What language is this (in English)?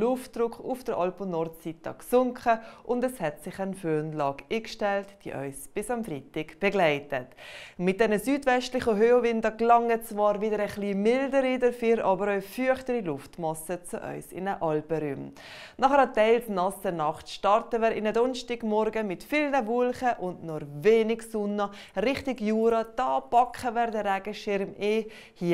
Swiss German